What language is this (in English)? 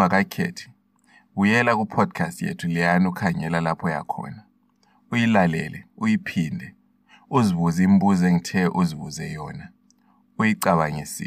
North Ndebele